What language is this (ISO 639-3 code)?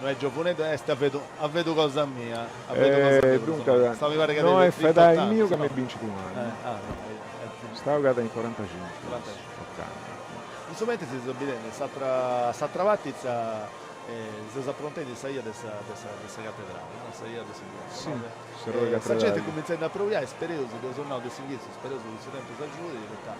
srd